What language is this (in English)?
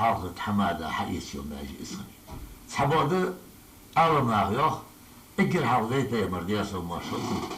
Ingush